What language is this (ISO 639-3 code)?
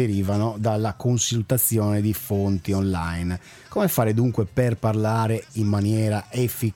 ita